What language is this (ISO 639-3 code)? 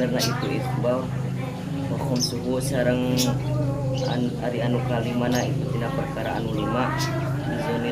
sun